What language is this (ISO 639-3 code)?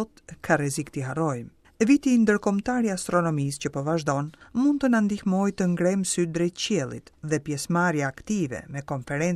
sqi